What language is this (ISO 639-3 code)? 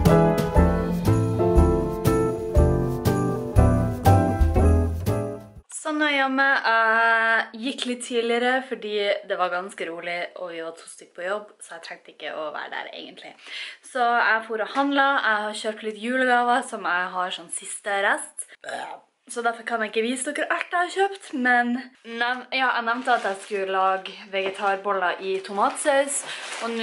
nor